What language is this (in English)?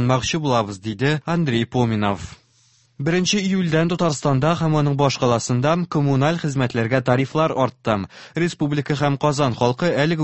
Tatar